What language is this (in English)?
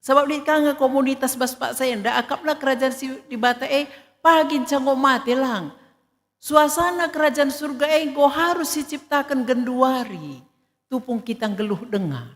Batak Karo